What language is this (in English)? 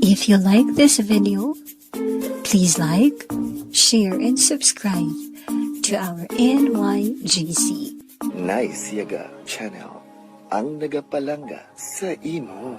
Hiligaynon